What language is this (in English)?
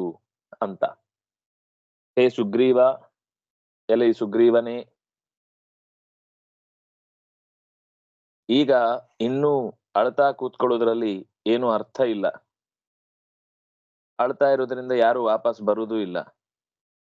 Kannada